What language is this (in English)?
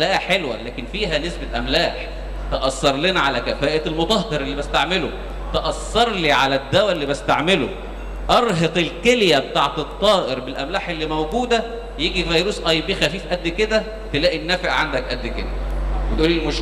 Egyptian Arabic